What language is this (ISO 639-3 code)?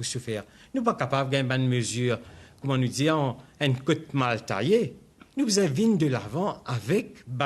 mfe